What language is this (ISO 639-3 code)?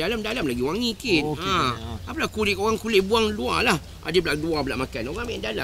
msa